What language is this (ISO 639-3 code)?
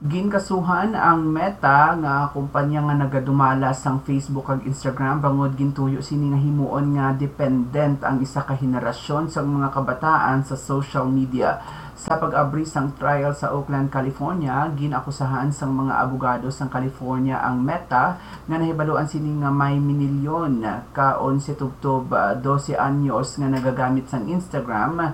hil